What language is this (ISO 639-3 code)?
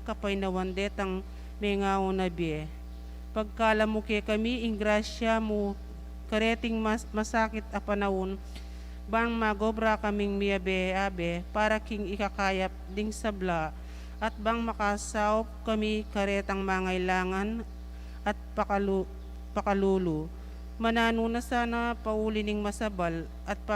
pam